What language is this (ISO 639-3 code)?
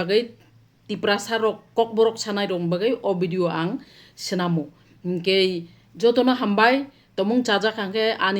trp